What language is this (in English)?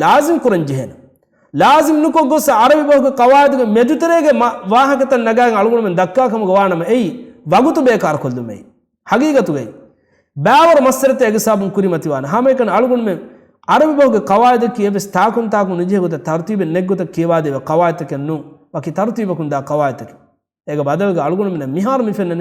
Divehi